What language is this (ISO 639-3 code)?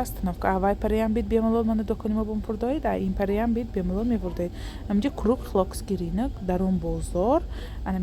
tgk